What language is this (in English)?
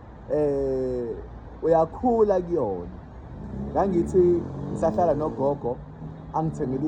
Zulu